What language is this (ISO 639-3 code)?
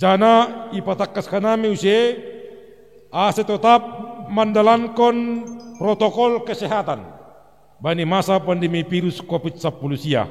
bts